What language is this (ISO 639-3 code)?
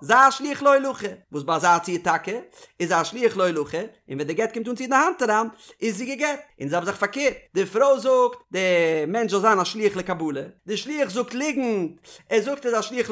yid